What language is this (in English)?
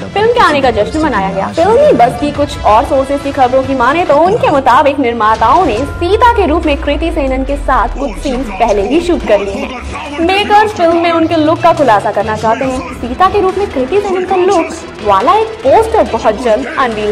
Hindi